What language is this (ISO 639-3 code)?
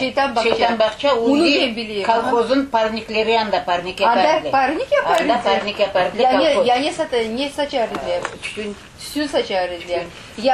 crh